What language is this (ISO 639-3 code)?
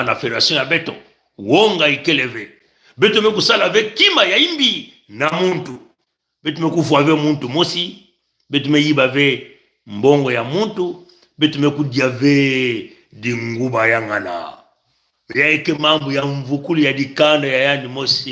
mkw